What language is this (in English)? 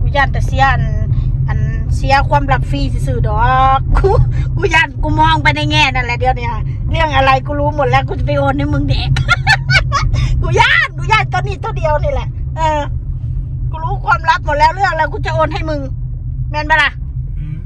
Northeastern Thai